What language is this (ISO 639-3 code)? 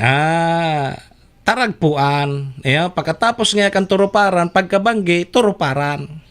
bik